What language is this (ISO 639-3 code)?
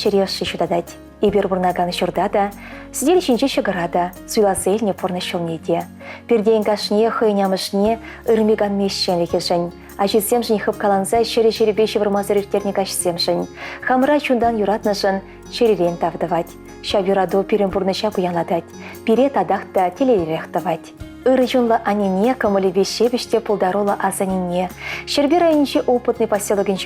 chv